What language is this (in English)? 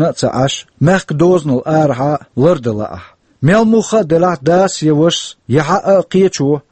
Chechen